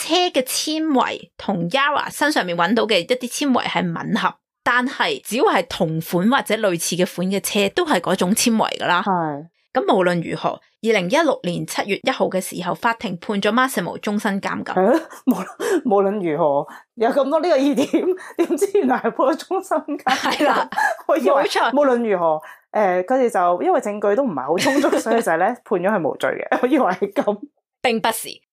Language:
Cantonese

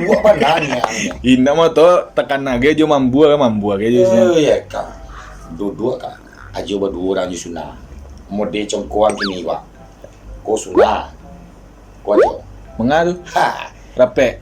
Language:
Minangkabau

